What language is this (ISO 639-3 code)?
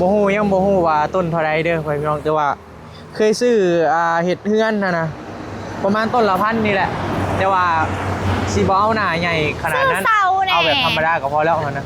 tts